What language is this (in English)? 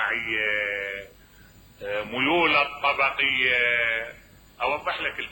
Mesopotamian Arabic